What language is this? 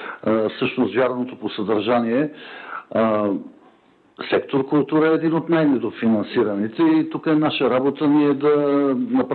Bulgarian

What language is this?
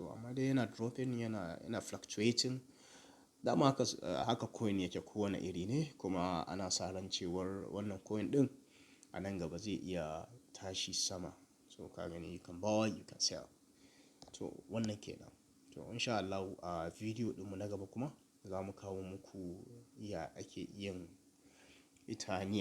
Hausa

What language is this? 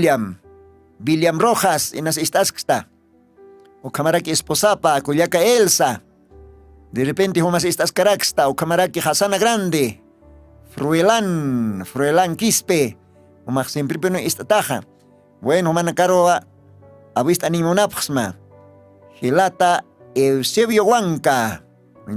Aymara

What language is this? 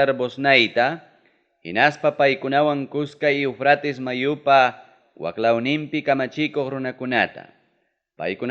Ayacucho Quechua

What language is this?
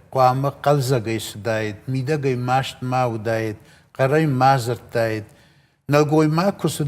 Ossetic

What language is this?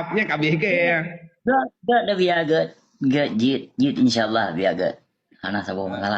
Achinese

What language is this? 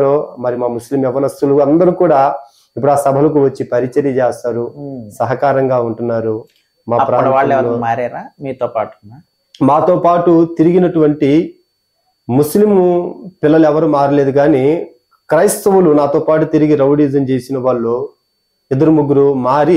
Telugu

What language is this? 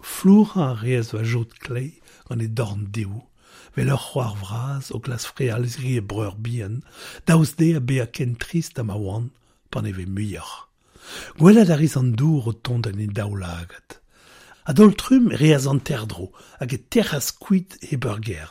Breton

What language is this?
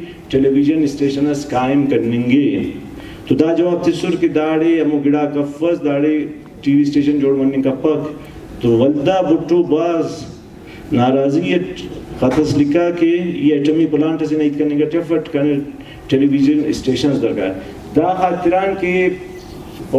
Brahui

